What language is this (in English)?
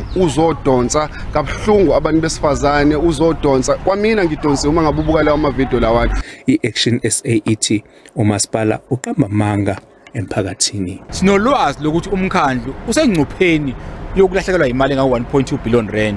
Zulu